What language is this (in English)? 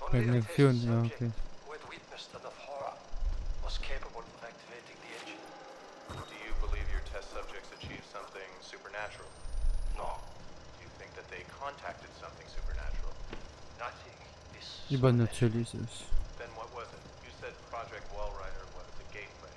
Luxembourgish